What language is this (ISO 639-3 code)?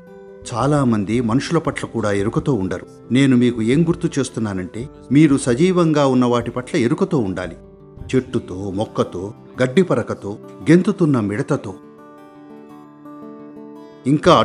tel